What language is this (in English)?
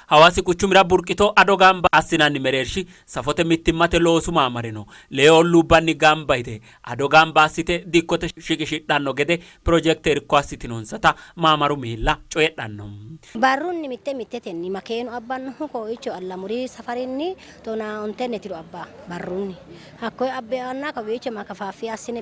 Sidamo